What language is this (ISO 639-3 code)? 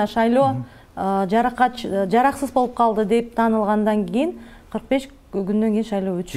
kir